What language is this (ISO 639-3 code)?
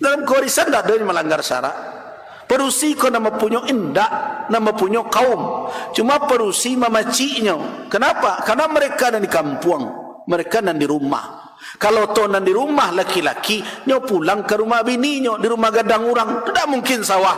min